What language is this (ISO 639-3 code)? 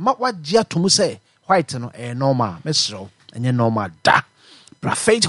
aka